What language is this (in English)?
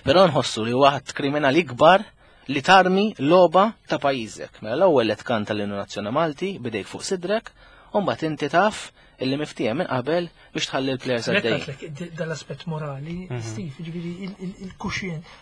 Maltese